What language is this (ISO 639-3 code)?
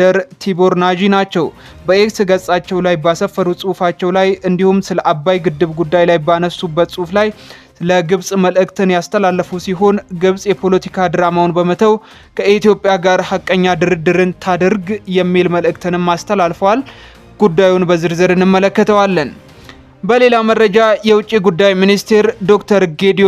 amh